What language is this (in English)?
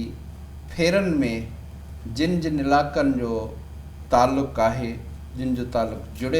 Sindhi